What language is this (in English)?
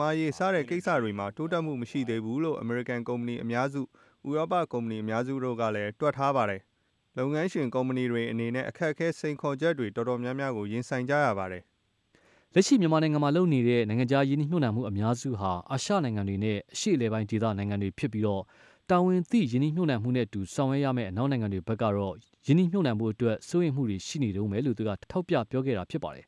Burmese